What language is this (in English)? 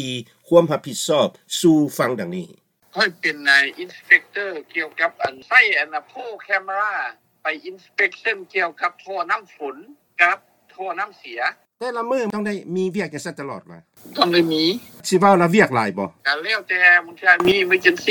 Lao